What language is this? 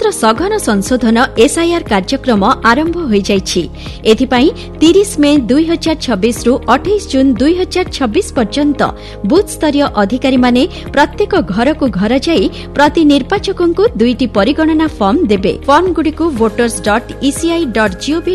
Odia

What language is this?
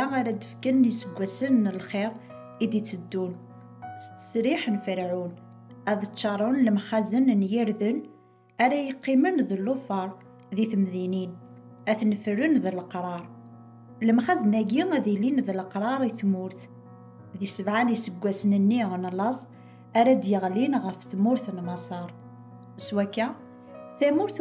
Kabyle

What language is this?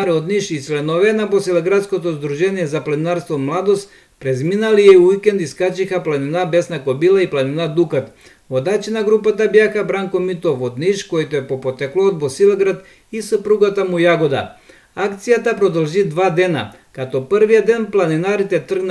Macedonian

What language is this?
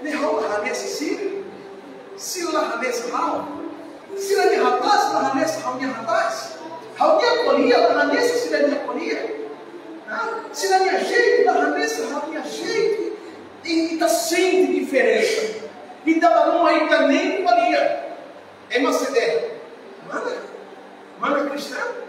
Tetum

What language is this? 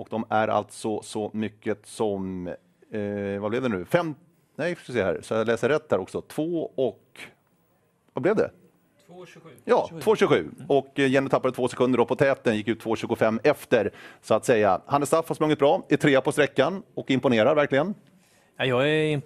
Swedish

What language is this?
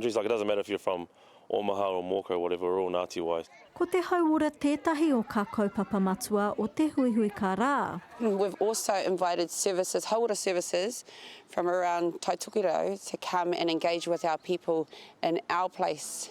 Māori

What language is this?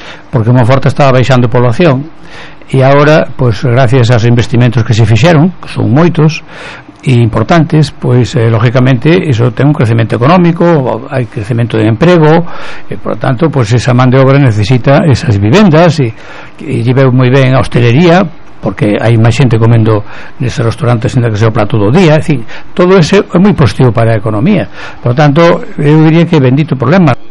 Galician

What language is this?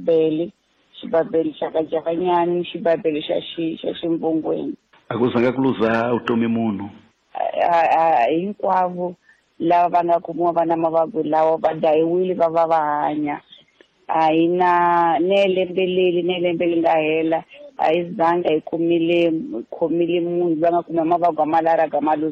Tsonga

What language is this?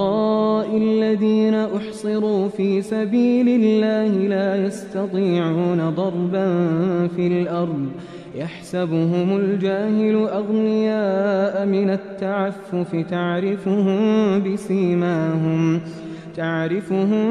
Arabic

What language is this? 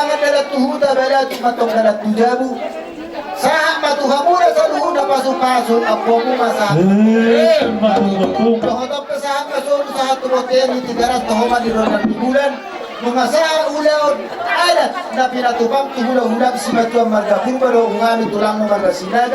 Batak Toba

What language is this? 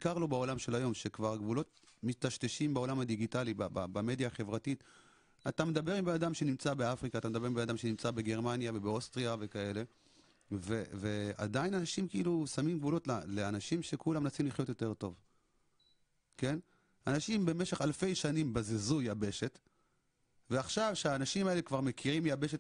Hebrew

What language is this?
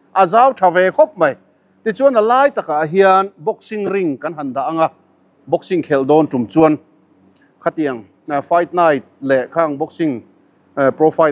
Mizo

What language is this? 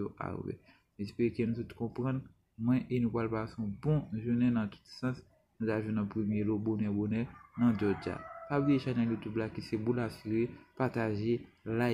Haitian Creole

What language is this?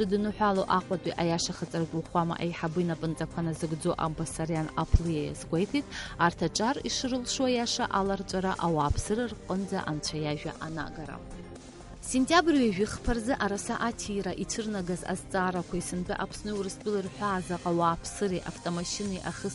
Abkhazian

